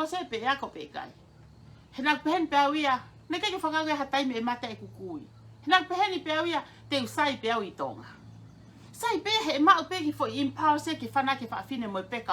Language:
Tongan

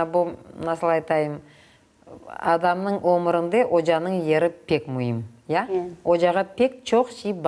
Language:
Crimean Tatar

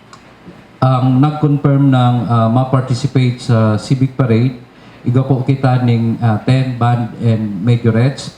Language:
Bikol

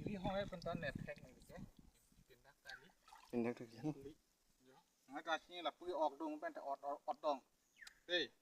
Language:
Karbi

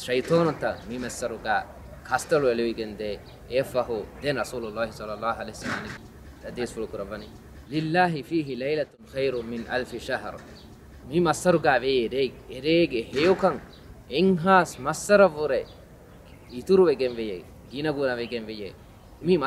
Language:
Divehi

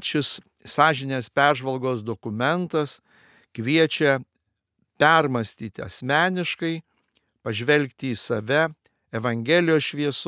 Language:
Lithuanian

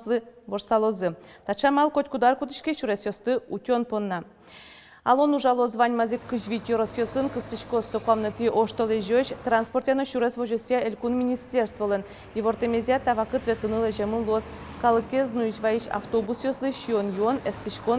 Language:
Udmurt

